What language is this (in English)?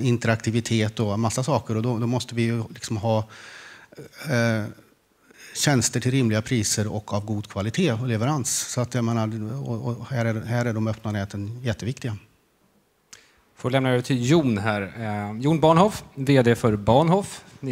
Swedish